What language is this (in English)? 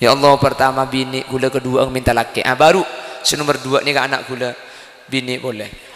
Madurese